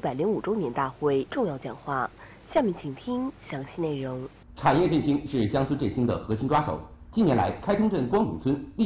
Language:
Chinese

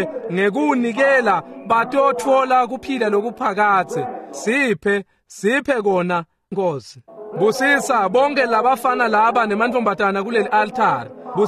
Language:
Swati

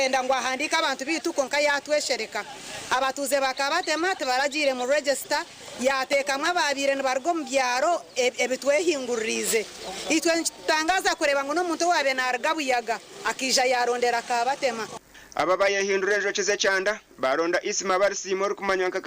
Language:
Nyankole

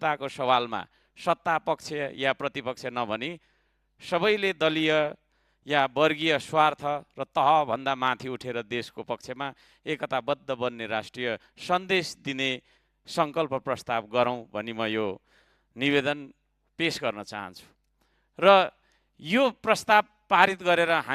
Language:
Nepali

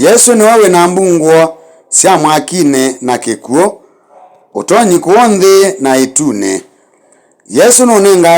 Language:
Kamba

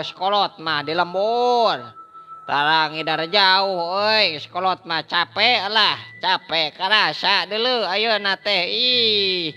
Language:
Sundanese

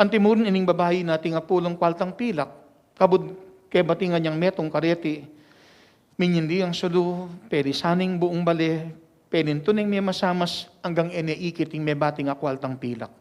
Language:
Pampanga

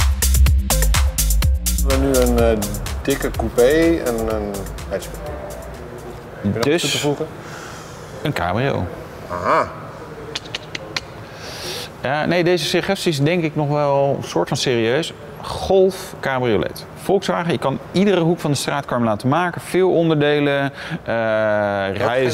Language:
Dutch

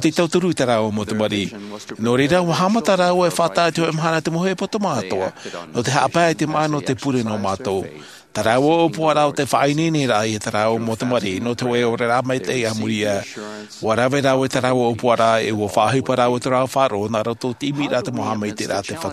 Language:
Tahitian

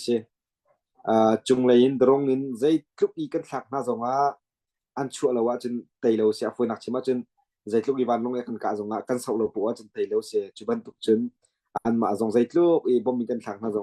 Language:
Hakha Chin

